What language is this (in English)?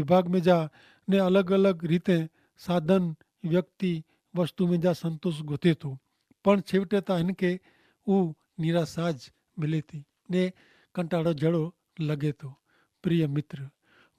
Kachhi